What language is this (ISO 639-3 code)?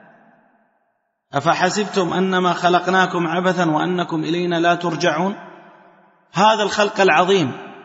ara